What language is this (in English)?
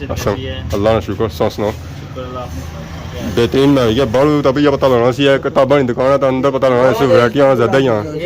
Pahari-Potwari